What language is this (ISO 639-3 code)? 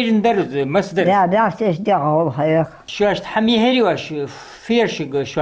inh